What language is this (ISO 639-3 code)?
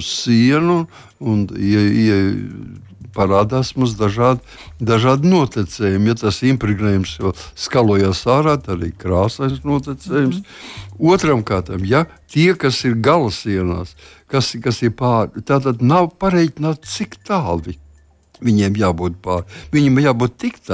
lav